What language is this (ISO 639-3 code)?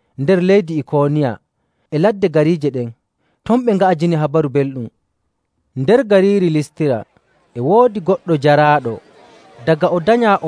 fuv